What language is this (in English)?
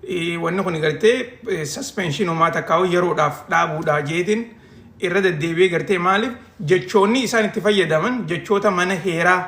Oromo